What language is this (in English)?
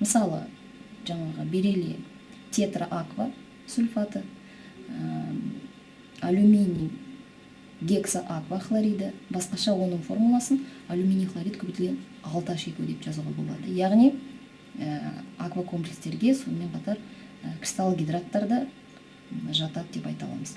Kazakh